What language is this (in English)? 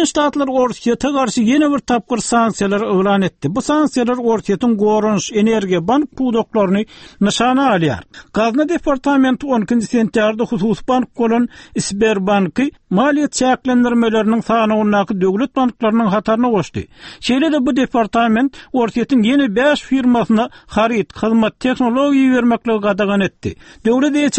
Turkmen